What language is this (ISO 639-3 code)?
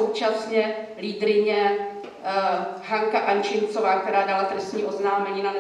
ces